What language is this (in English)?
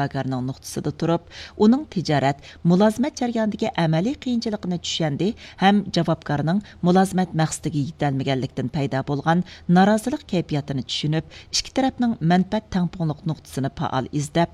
Uyghur